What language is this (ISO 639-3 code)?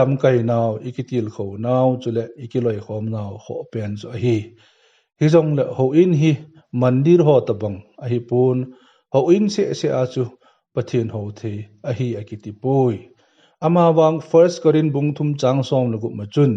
tcz